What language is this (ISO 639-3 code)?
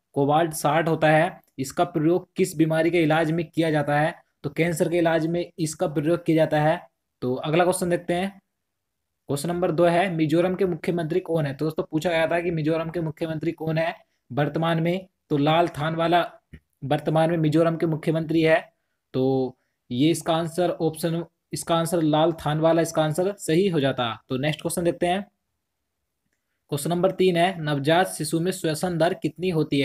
hin